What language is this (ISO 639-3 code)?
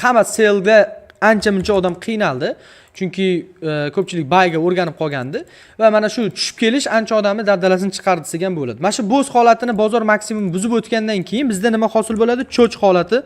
uzb